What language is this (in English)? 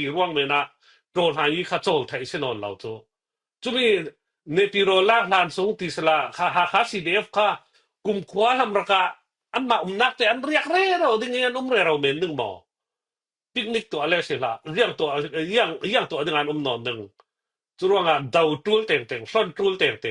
Falam Chin